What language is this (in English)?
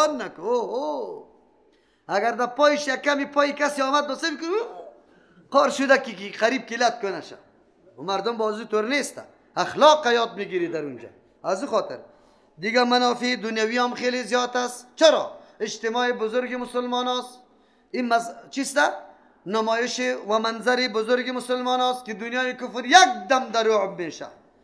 Persian